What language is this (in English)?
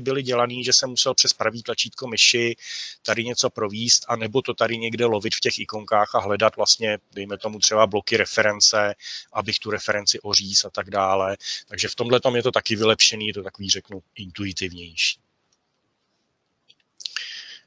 Czech